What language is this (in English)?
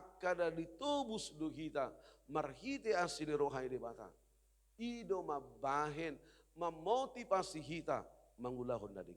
Batak Toba